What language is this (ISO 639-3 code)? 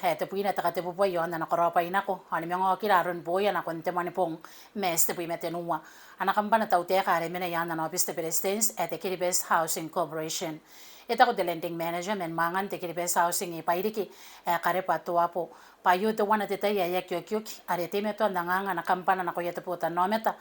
gil